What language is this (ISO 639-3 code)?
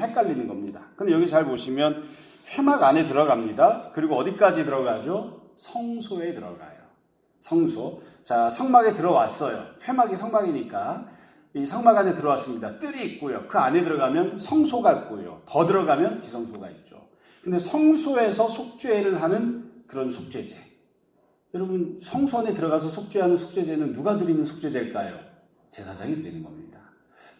kor